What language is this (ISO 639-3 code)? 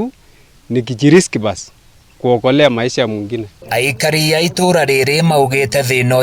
kik